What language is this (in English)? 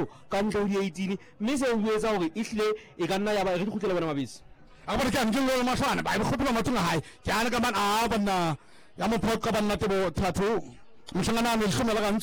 Southern Sotho